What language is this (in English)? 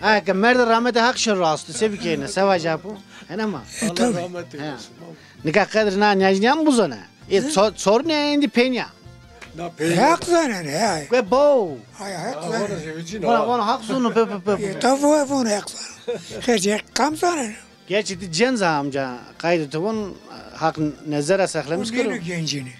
Zaza